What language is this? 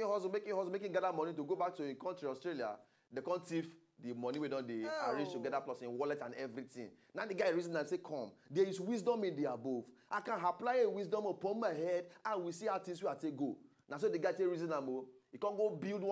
Nigerian Pidgin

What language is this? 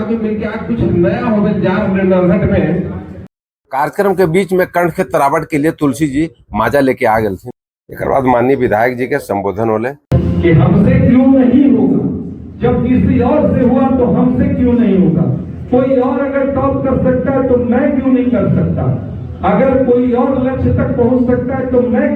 Magahi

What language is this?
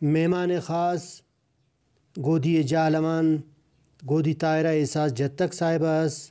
Brahui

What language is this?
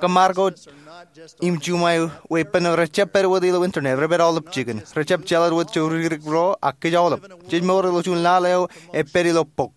Marshallese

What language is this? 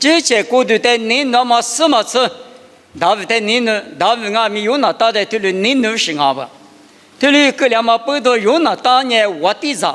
Lisu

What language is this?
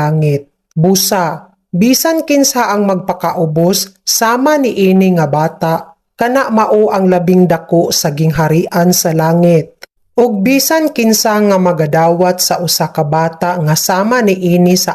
Cebuano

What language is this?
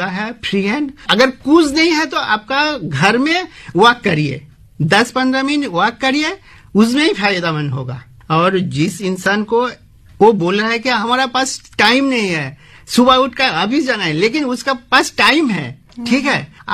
Hindi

